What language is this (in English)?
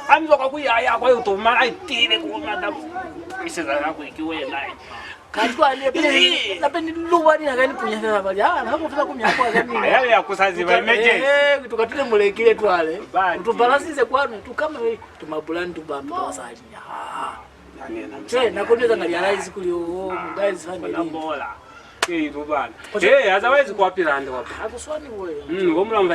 Lozi